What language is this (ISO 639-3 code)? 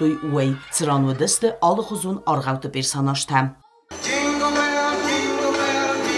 oss